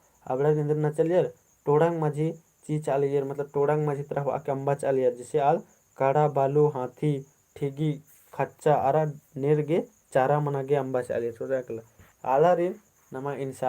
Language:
Kurukh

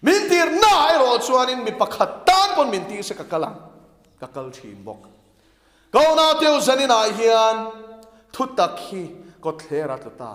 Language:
Mizo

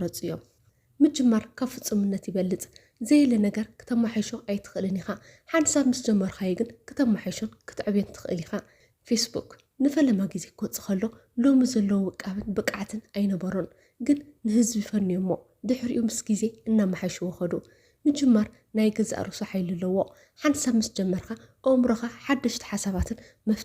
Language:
Tigrinya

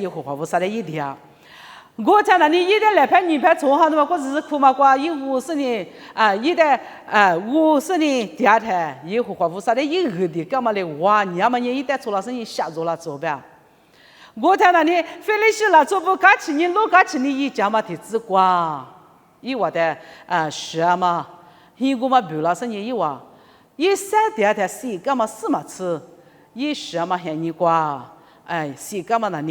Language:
Lisu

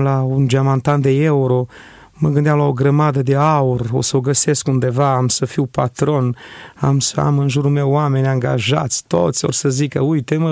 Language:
Romanian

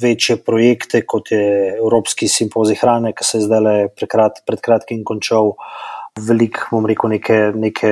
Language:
Slovenian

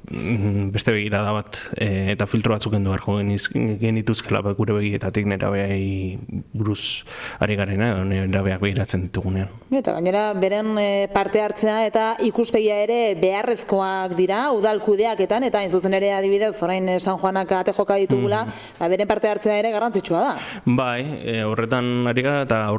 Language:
Basque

